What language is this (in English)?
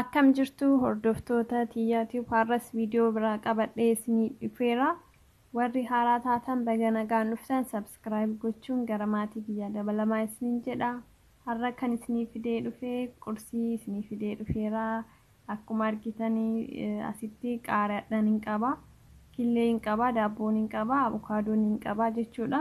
Oromo